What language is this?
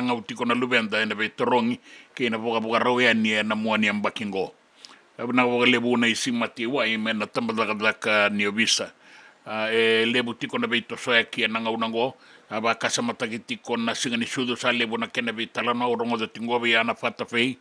Fijian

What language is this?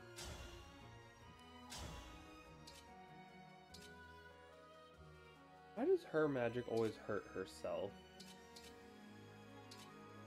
English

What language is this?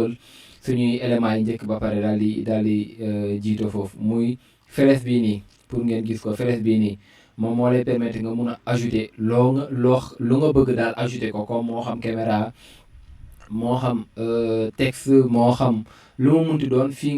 Wolof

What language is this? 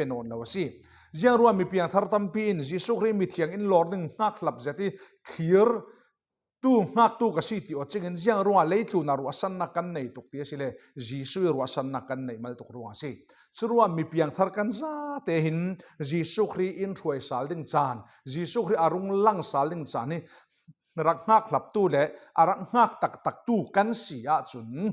Falam Chin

